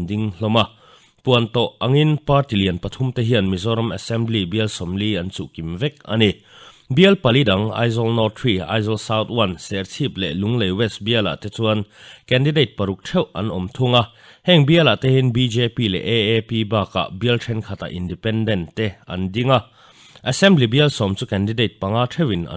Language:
Mizo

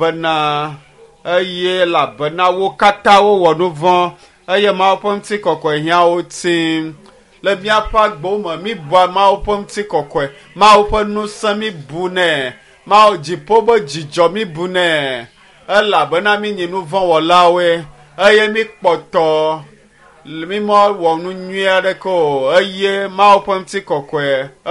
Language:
Ewe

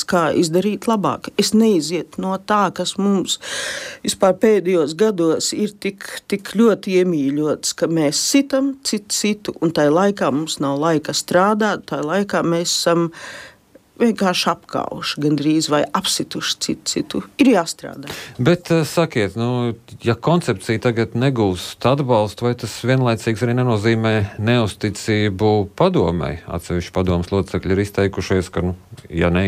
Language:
Latvian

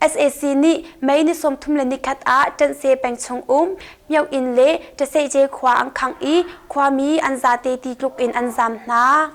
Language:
Hakha Chin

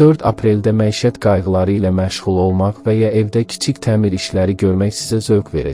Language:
Azerbaijani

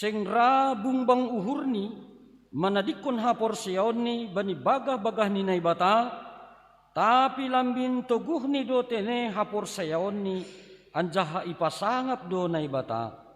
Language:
Batak Simalungun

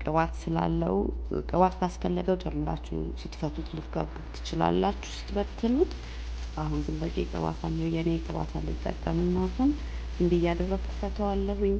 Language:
Amharic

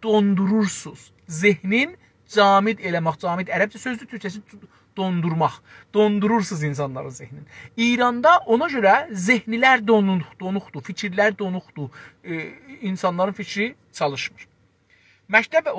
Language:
South Azerbaijani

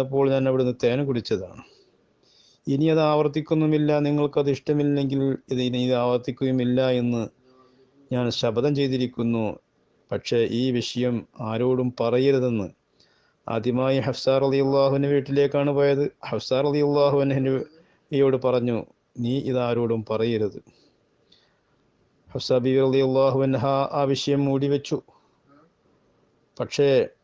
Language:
Malayalam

